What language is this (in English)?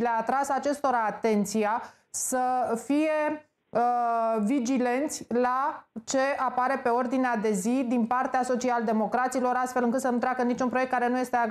Romanian